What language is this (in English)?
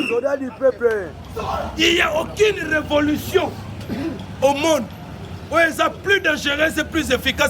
Lingala